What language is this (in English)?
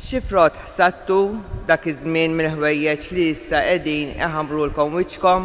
Maltese